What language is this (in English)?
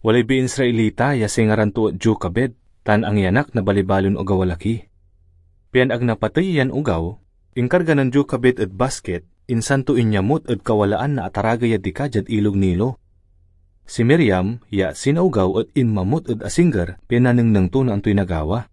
Pangasinan